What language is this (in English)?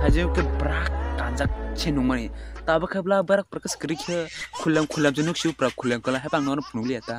Kok Borok